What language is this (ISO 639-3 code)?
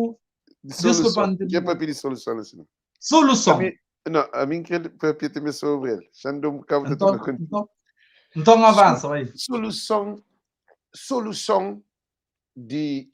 kea